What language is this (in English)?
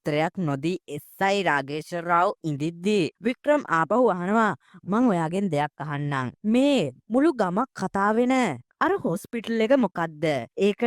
Sinhala